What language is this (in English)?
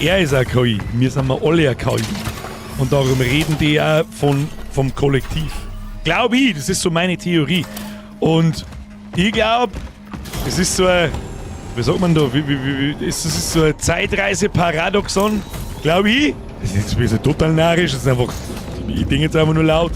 Bavarian